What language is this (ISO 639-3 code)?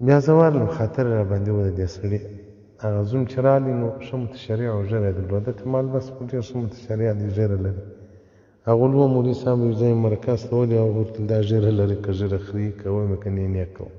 pus